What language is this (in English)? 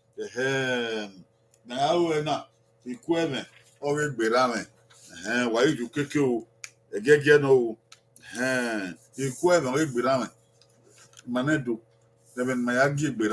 Bini